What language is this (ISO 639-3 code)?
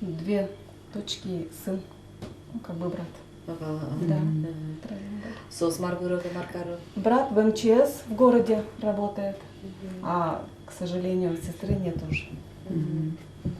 udm